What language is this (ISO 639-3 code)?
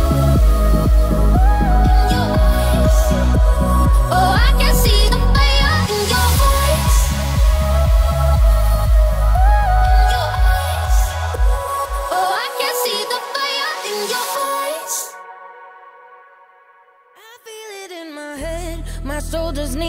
eng